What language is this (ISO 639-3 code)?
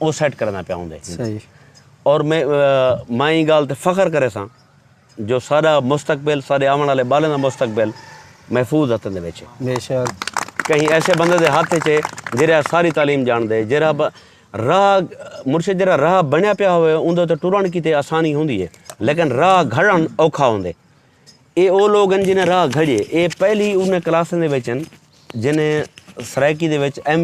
skr